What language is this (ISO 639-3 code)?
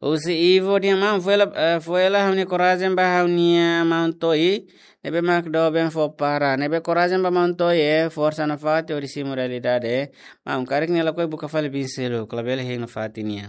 tet